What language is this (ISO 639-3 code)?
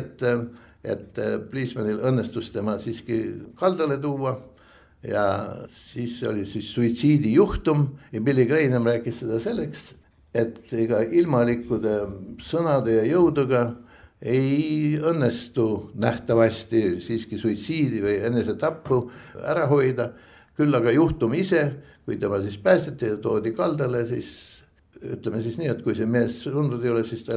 est